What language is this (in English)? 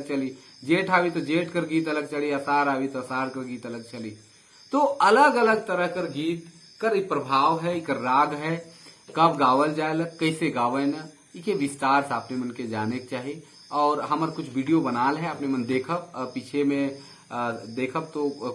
Sadri